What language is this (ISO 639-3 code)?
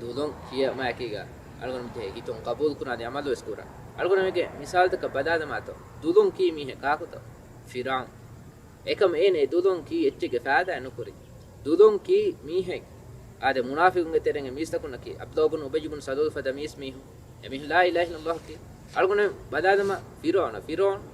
div